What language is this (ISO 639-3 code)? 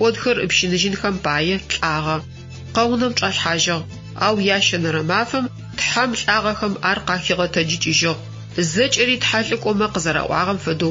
ady